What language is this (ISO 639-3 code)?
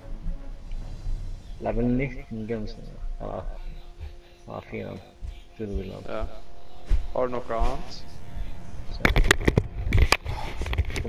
nor